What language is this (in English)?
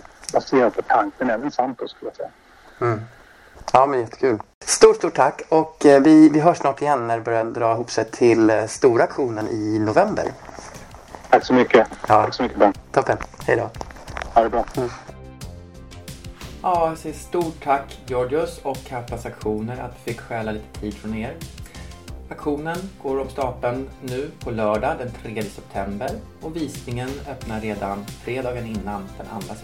Swedish